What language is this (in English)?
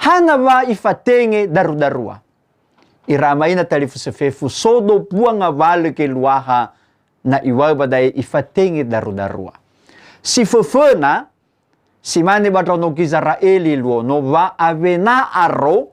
Nias